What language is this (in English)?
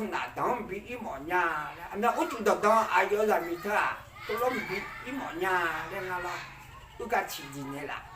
Akha